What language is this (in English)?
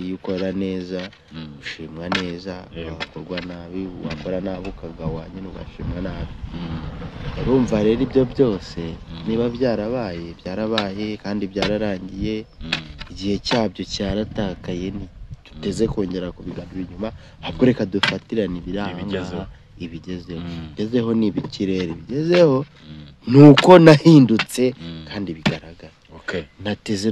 Kinyarwanda